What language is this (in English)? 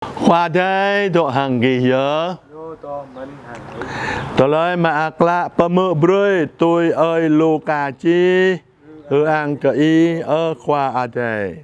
Jarai